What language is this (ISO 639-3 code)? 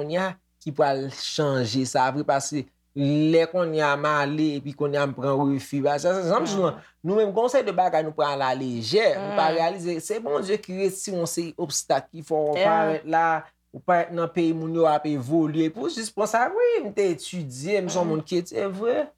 hat